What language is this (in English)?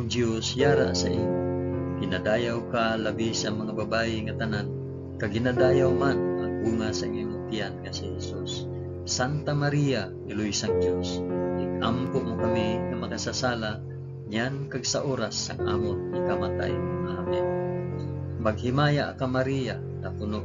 Hiligaynon